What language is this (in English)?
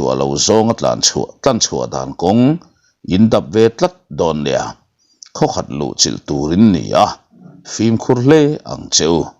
Mizo